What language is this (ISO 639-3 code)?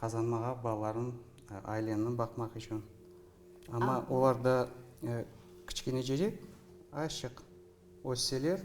crh